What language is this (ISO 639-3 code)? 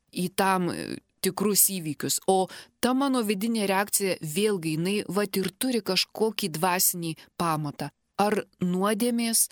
lit